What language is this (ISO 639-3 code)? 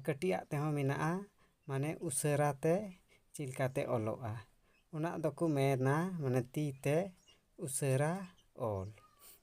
sat